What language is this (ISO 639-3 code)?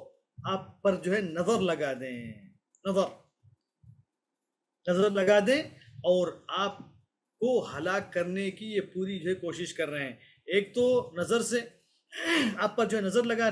urd